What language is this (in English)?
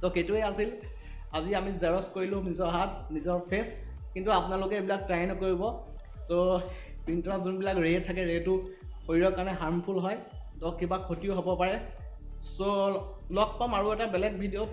Assamese